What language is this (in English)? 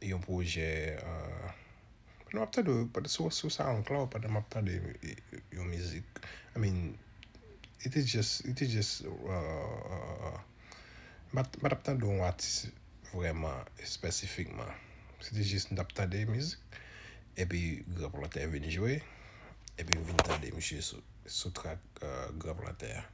Haitian Creole